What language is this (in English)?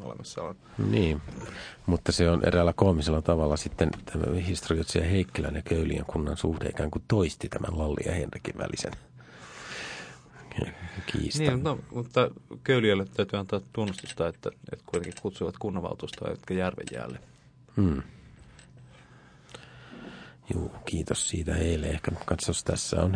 Finnish